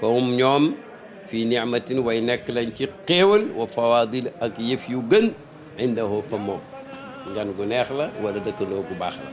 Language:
Wolof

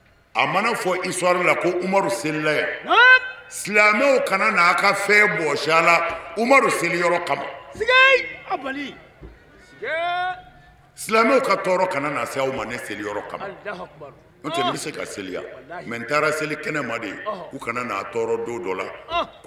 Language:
Bambara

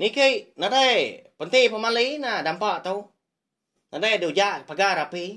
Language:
Iban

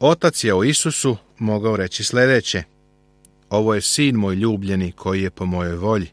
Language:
Serbian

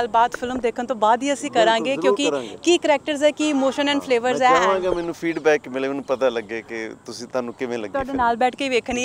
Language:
Punjabi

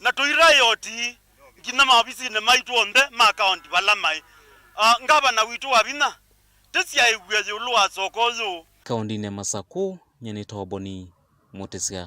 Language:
Kamba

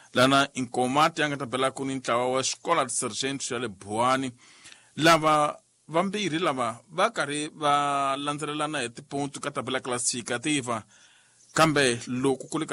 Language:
Tsonga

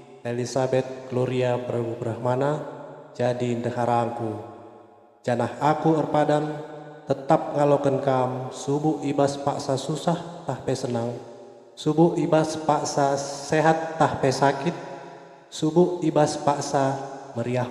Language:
Batak Karo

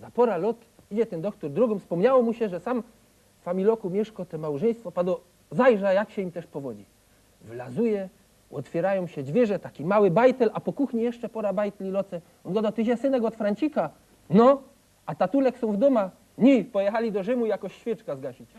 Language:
Silesian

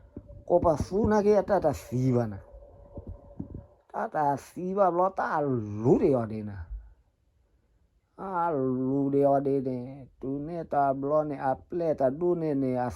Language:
S'gaw Karen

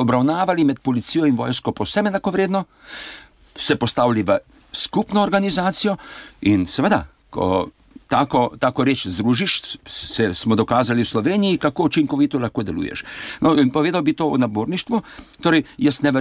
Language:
Slovenian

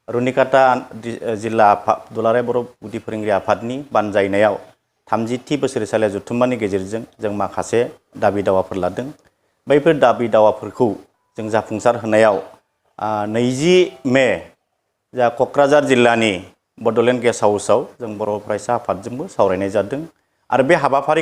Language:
Bodo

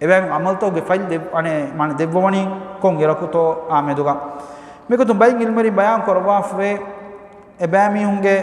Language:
Divehi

